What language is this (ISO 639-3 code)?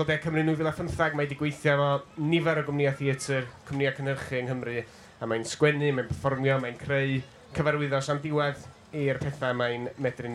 cym